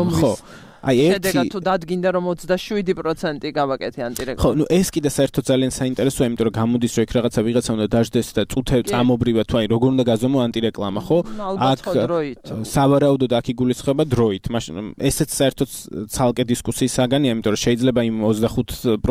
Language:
Georgian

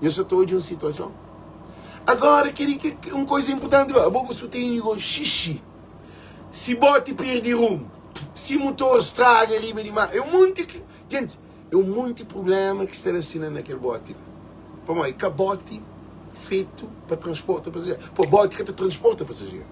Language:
Kabuverdianu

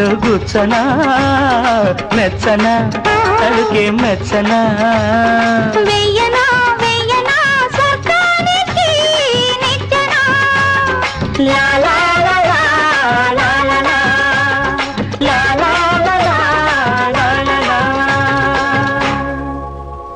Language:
Telugu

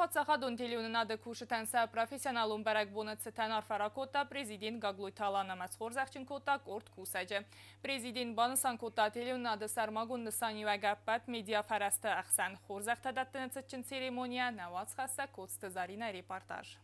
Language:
Ossetic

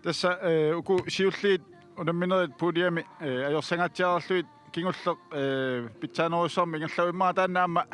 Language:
Kalaallisut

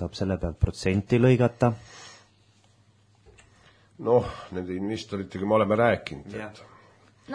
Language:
Estonian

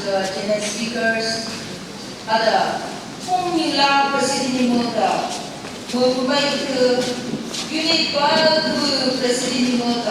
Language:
Phom Naga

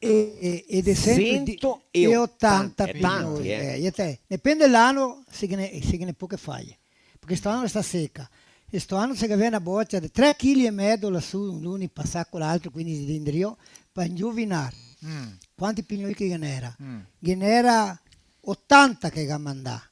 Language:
Venetian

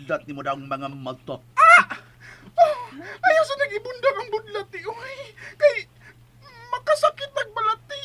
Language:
Cebuano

